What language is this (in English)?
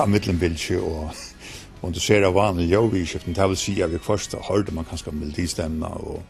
Faroese